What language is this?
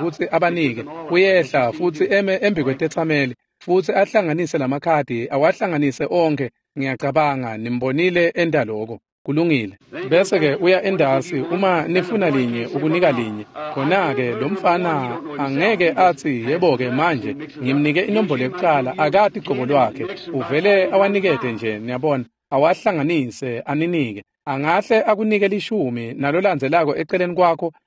Swati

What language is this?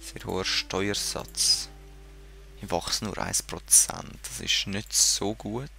Swiss German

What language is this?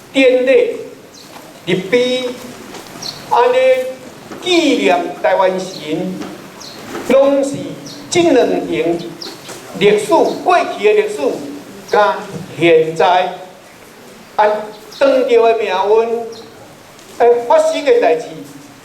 Min Nan Chinese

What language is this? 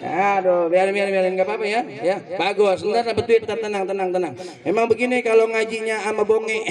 Betawi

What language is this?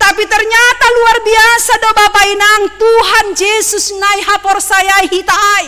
Batak Simalungun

